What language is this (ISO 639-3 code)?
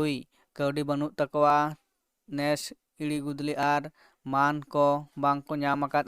sat